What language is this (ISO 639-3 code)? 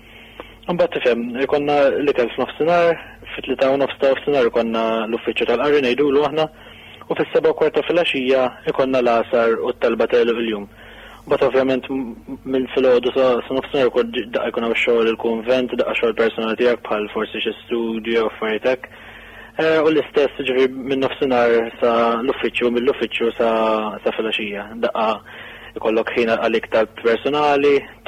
mlt